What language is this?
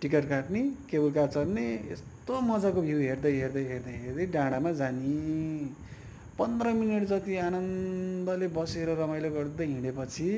Nepali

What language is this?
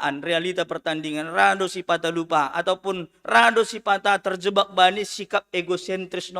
Batak Simalungun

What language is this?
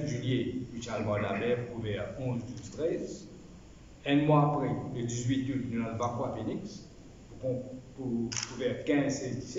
Morisyen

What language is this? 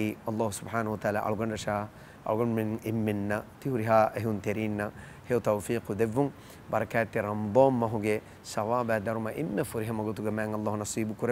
Divehi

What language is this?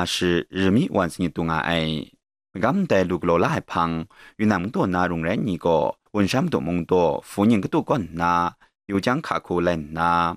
Kachin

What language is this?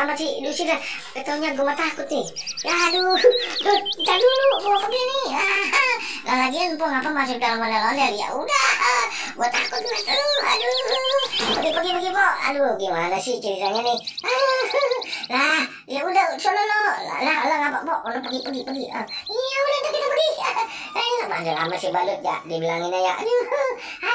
Betawi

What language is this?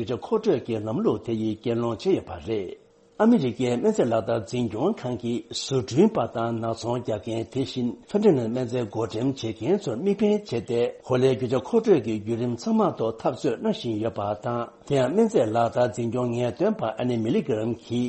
Tibetan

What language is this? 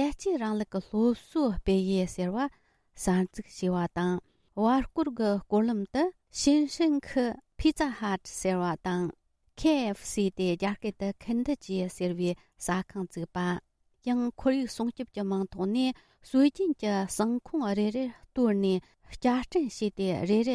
Tibetan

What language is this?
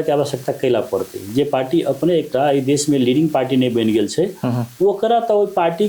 Maithili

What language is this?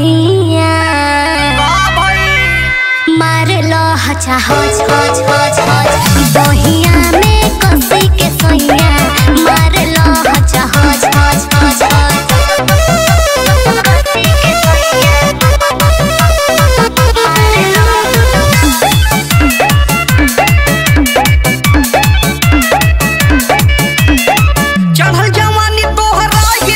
Bhojpuri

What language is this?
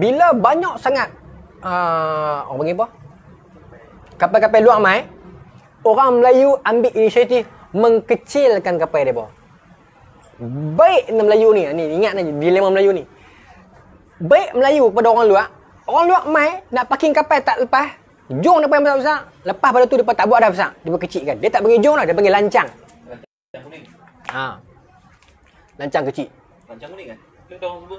Malay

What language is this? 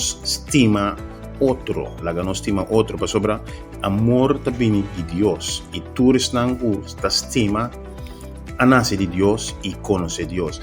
Papiamento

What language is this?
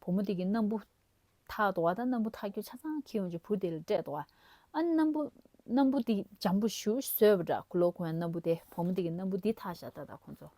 Tibetan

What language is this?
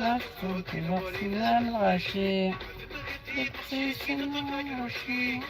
Algerian Arabic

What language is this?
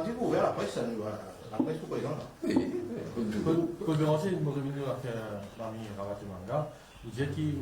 Morisyen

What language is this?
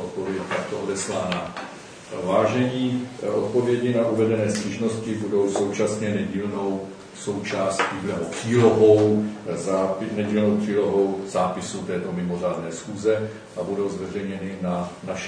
Czech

